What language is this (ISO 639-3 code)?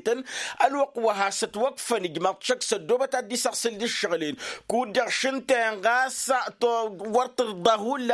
taq